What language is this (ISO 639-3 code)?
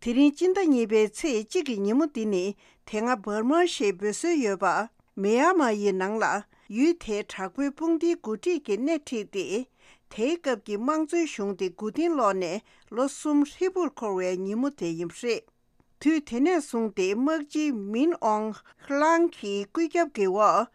bod